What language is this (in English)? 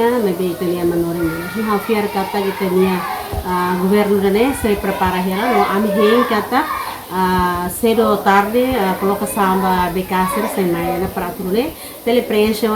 Tetum